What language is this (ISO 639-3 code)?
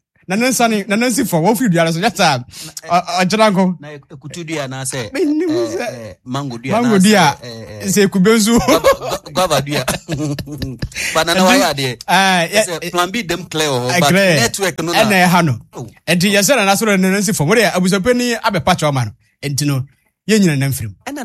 aka